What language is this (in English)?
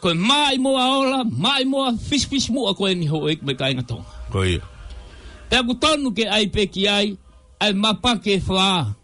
Tongan